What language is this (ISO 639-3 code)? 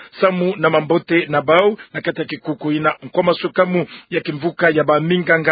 ktu